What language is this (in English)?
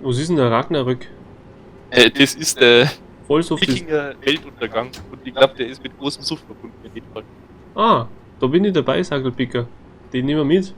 Bavarian